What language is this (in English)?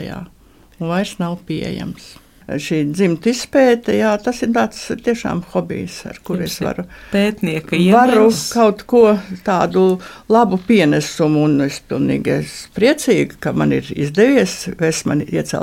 Latvian